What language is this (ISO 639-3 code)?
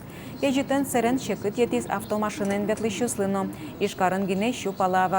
udm